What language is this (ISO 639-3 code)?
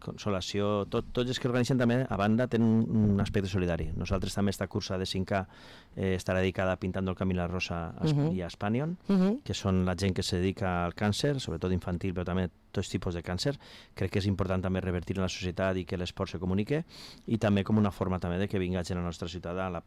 cat